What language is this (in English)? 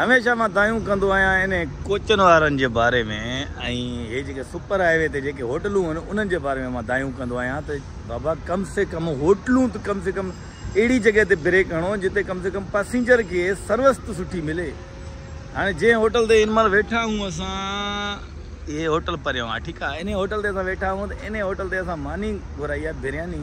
Sindhi